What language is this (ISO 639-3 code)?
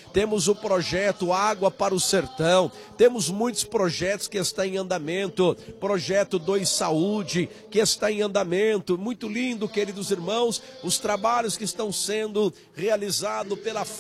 por